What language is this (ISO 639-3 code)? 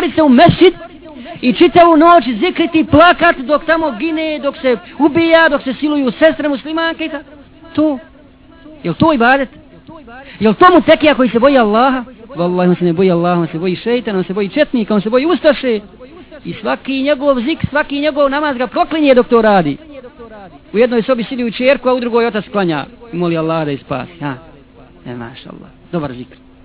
bos